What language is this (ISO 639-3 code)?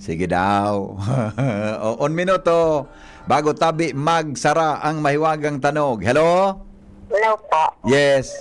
bik